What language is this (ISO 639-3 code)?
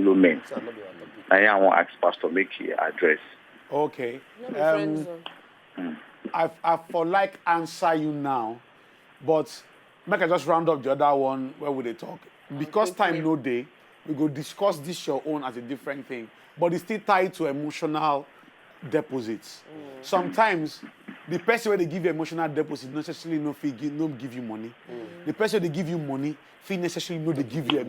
pcm